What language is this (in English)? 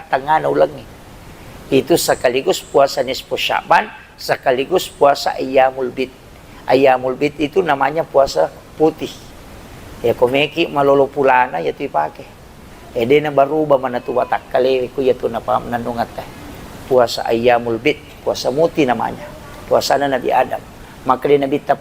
Buginese